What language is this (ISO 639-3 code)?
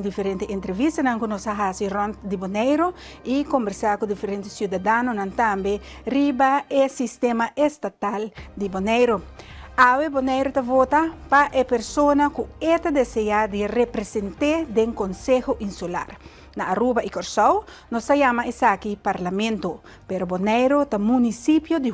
pap